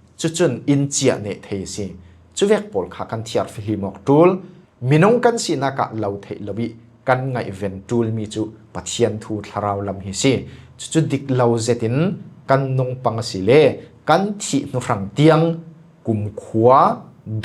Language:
Falam Chin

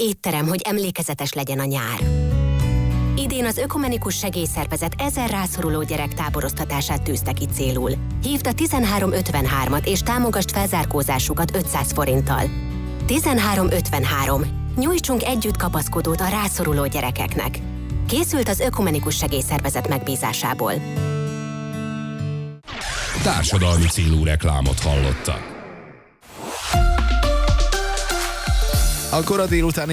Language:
Hungarian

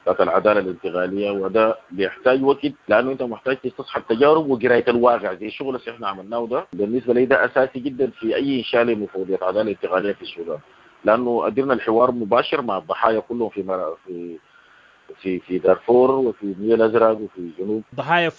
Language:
Sudanese Arabic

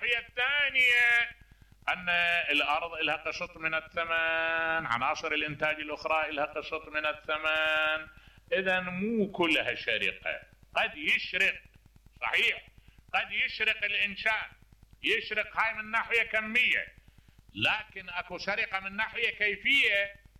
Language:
Mesopotamian Arabic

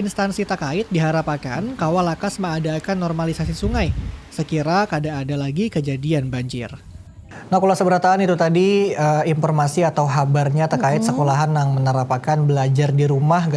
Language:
Banjar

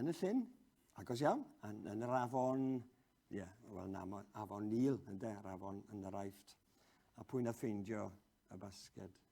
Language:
Welsh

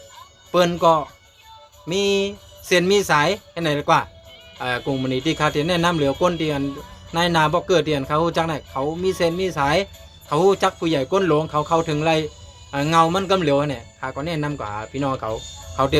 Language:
Shan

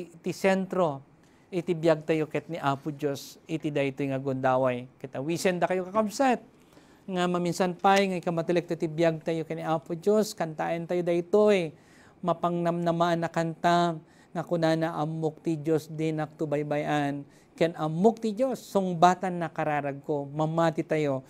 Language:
Iloko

